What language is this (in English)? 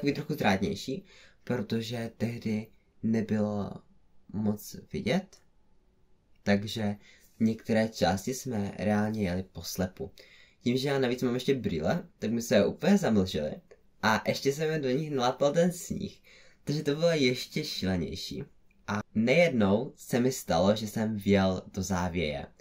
Czech